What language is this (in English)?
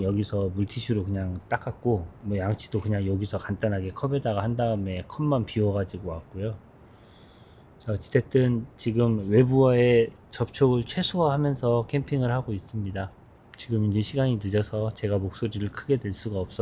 Korean